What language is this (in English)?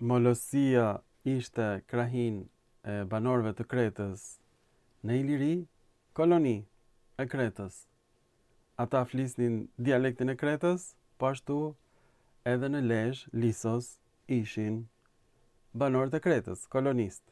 Albanian